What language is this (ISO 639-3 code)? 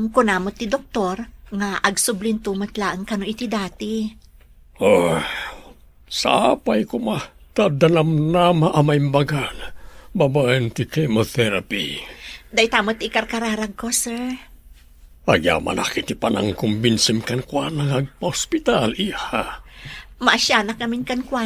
ilo